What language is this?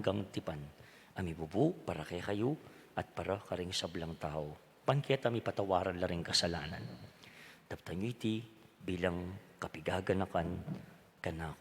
Pampanga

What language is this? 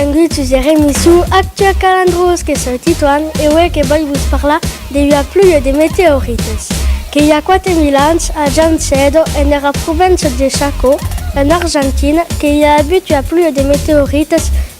Occitan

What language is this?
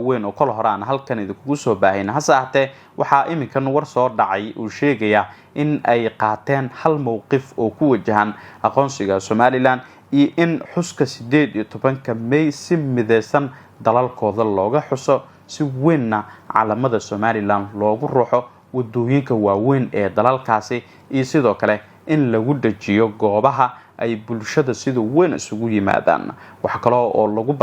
Somali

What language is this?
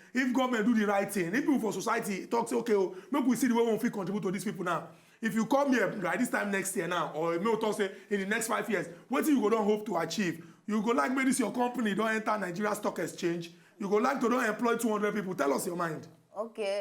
Nigerian Pidgin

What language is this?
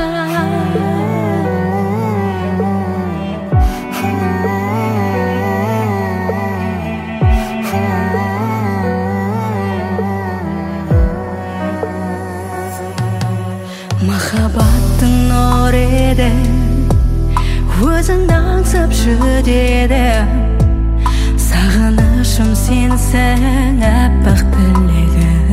Kazakh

